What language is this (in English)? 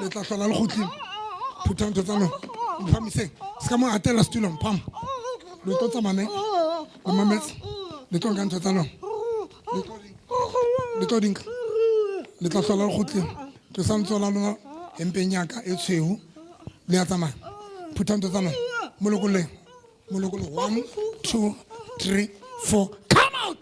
Southern Sotho